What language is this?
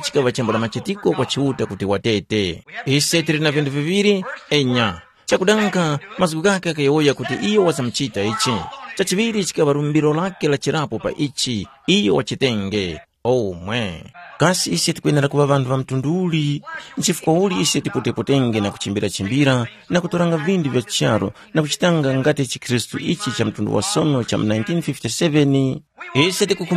Tumbuka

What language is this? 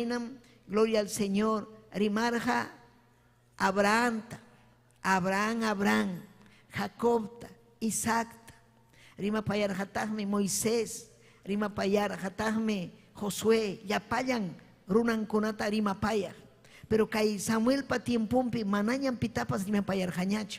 Ayacucho Quechua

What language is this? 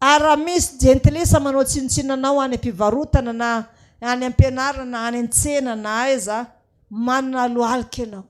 Malagasy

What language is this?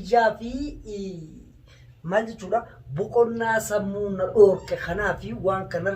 Oromo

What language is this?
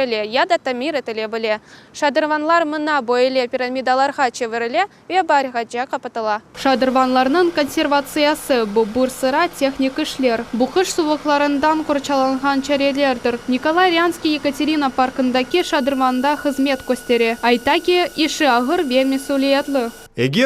Crimean Tatar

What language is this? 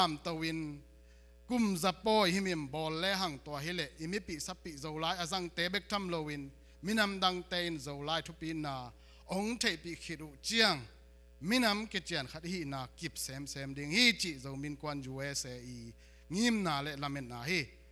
Tedim Chin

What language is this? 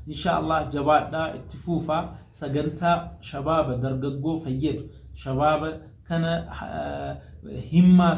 Oromo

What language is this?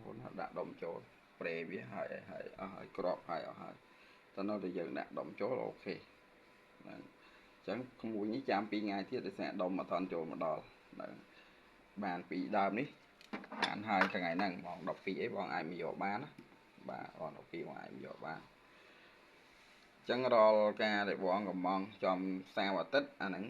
Khmer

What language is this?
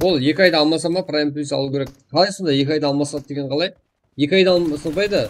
Kara-Kalpak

